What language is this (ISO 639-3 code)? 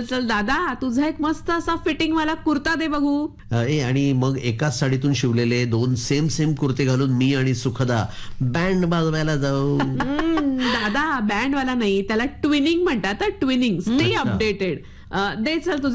mar